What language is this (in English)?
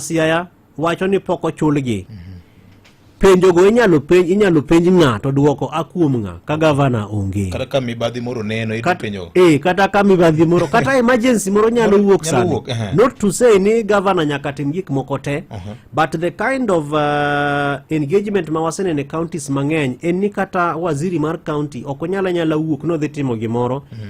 Luo (Kenya and Tanzania)